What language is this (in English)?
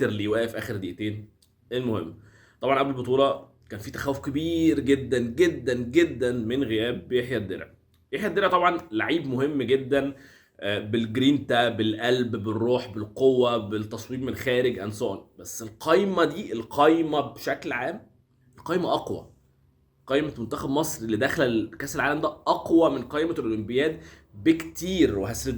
Egyptian Arabic